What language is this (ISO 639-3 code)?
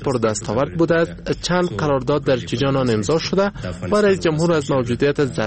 fas